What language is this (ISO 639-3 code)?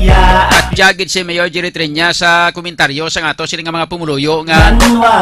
hil